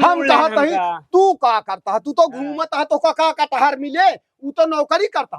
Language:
Awadhi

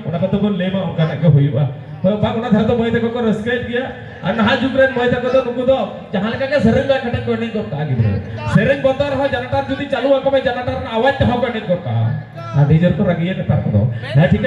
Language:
Santali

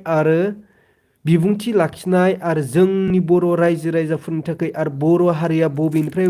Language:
Bodo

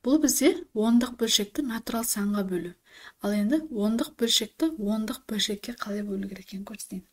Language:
Kazakh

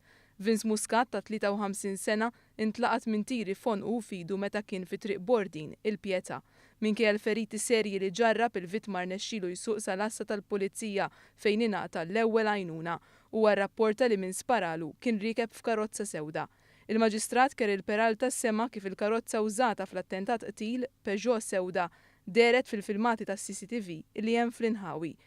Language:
Maltese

